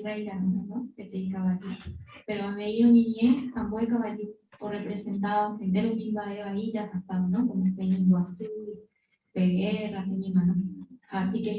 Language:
Guarani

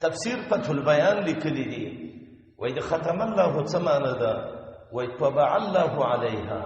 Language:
Pashto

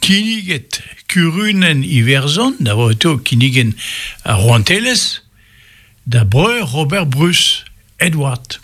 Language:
Breton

